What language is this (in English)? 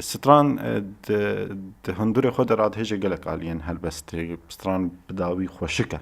Kurdish